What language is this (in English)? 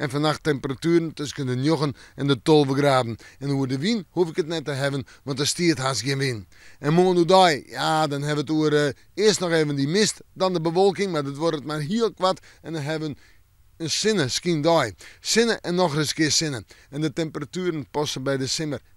Western Frisian